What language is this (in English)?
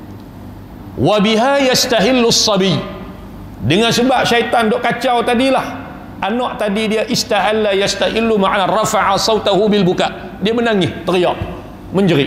Malay